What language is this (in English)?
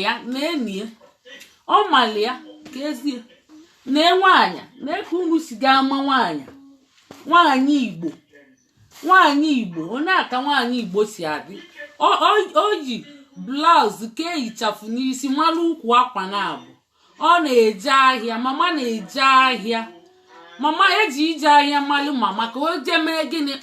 Igbo